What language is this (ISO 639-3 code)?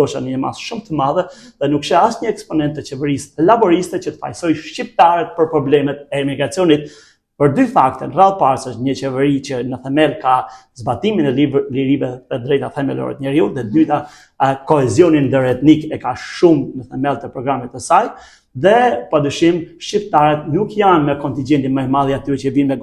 sqi